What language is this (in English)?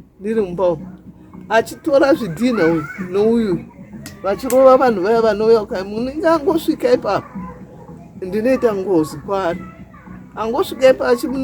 Shona